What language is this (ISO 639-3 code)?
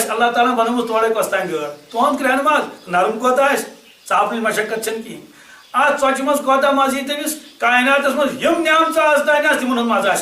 kas